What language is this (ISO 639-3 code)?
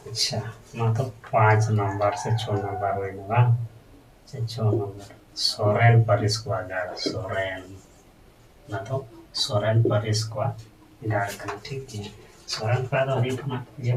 sat